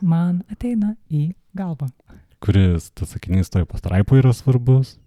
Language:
Lithuanian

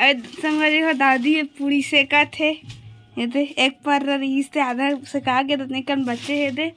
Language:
Chhattisgarhi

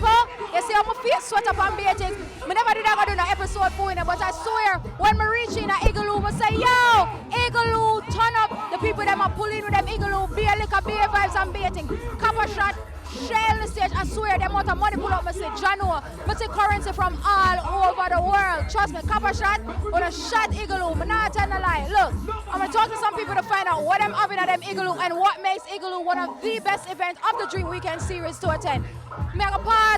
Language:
Jamaican Creole English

